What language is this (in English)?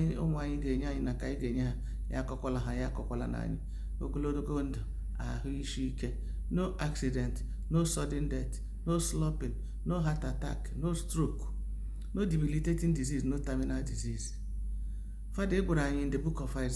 Igbo